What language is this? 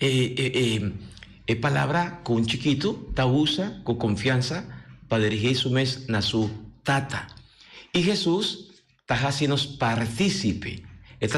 Papiamento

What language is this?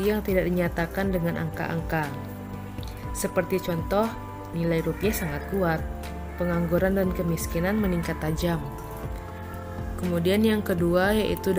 Indonesian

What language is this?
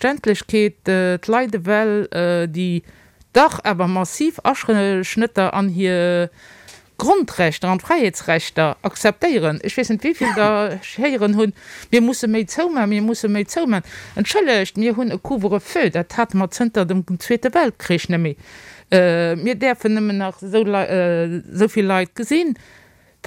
Luxembourgish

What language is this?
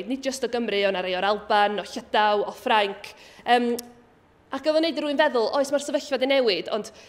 Welsh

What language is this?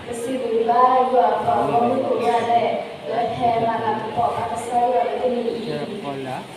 S'gaw Karen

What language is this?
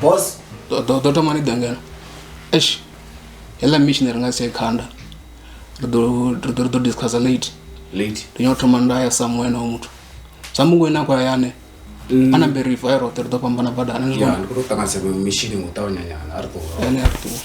Venda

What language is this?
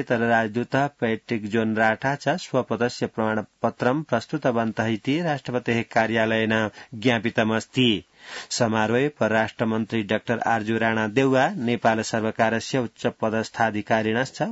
Sanskrit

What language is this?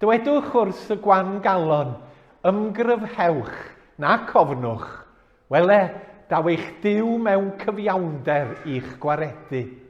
Welsh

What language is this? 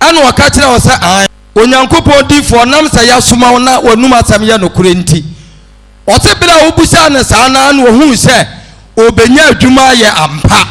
Akan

